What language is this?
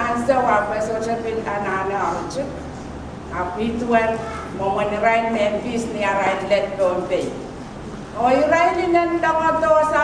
Pohnpeian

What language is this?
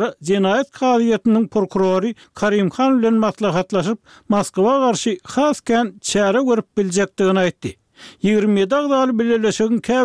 Turkmen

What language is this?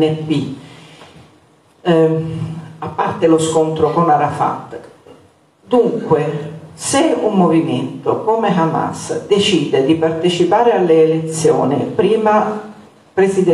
Italian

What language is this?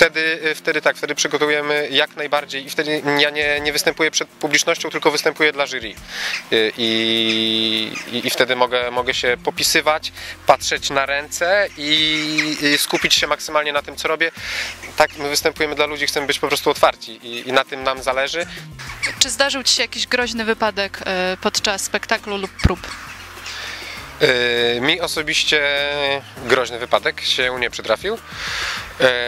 Polish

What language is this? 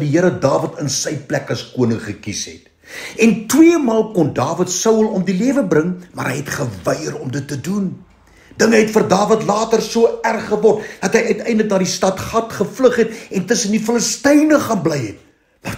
Afrikaans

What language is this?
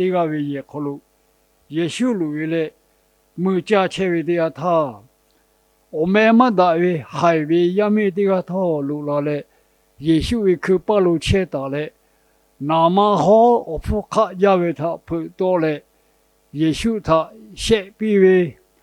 Lahu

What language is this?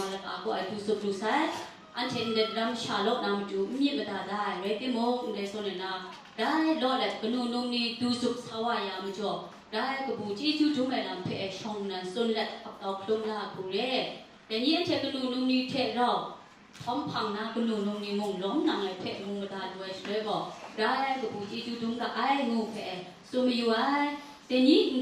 Kachin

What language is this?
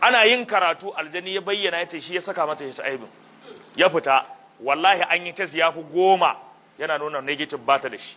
Hausa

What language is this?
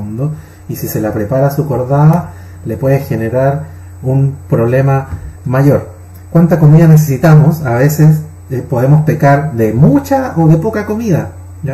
Spanish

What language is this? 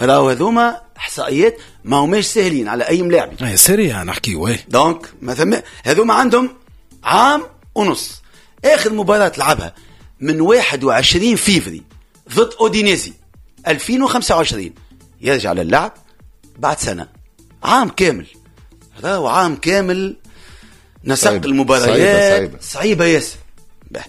Tunisian Arabic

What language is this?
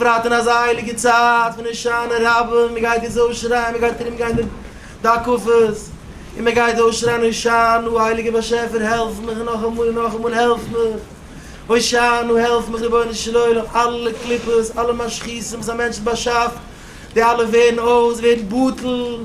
Yiddish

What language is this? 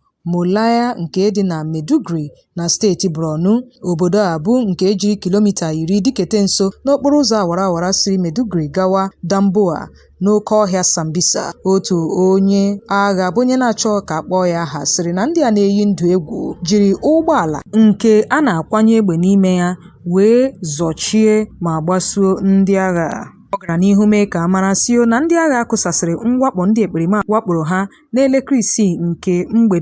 Igbo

